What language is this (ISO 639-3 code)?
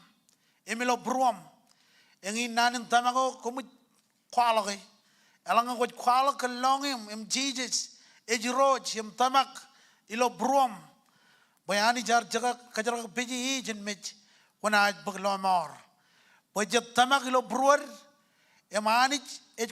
mah